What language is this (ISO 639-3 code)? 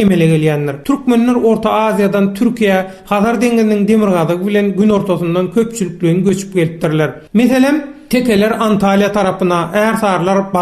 tuk